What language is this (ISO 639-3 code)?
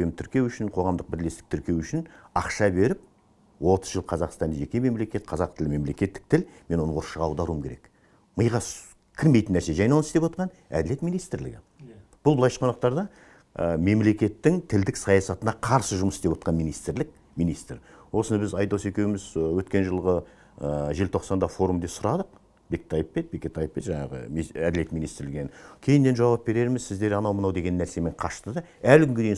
kaz